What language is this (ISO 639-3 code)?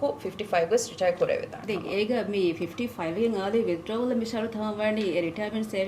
div